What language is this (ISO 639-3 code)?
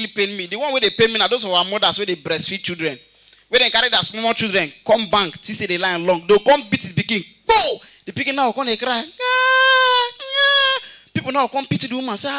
pcm